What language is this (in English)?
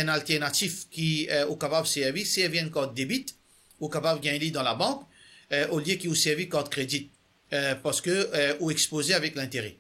Morisyen